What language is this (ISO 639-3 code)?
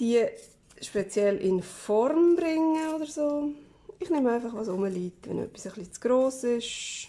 gsw